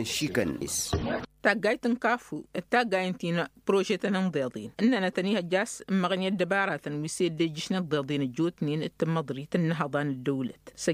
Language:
Tamasheq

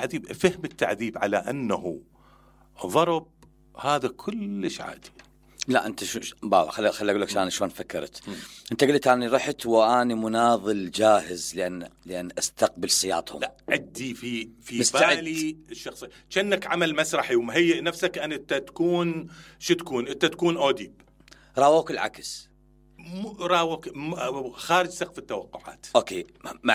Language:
Mesopotamian Arabic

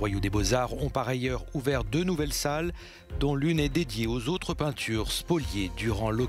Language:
French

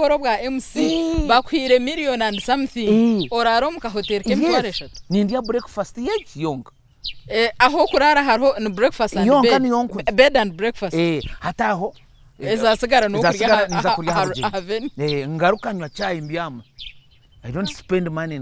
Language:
Nyankole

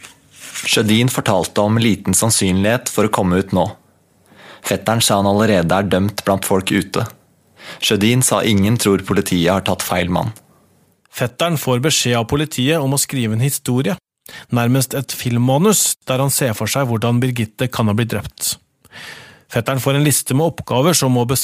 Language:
Norwegian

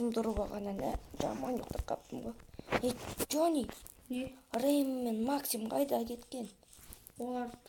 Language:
Kazakh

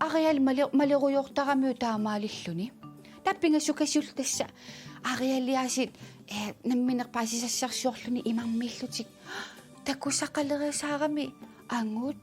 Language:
Kalaallisut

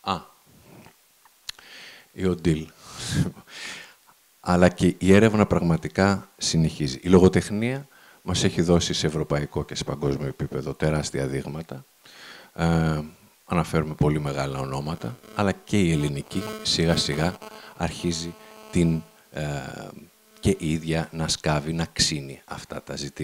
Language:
Greek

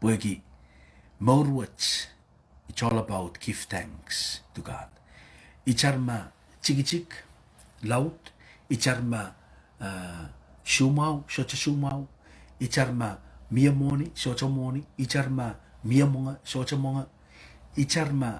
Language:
Pohnpeian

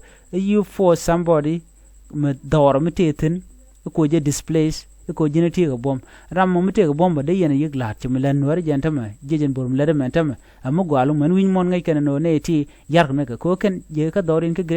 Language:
Nuer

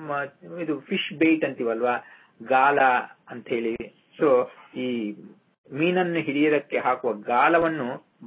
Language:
Kannada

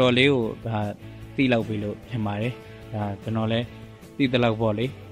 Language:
Burmese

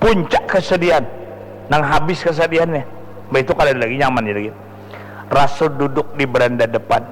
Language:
Banjar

